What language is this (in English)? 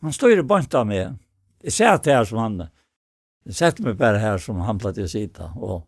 Faroese